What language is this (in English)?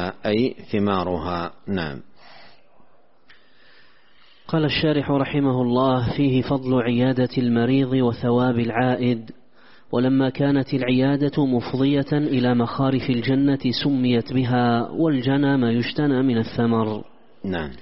Arabic